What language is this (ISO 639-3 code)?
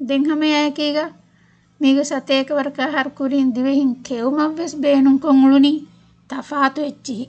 div